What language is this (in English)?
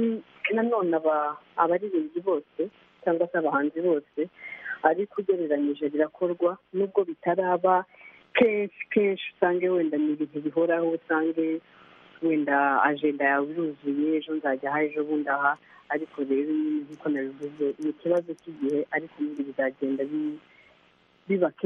Kinyarwanda